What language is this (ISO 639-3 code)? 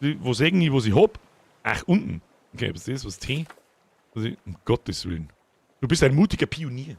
bar